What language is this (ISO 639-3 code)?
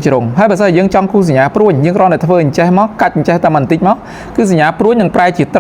khm